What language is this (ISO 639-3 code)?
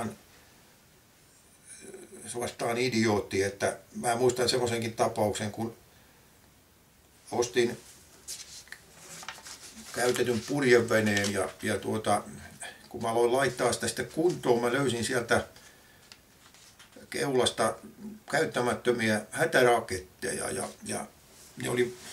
fin